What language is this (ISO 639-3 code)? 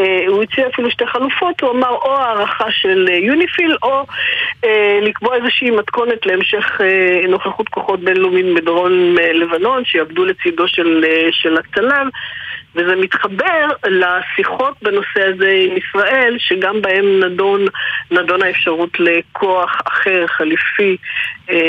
heb